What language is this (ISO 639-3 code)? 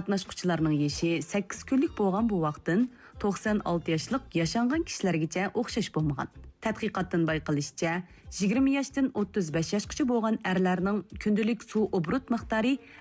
uig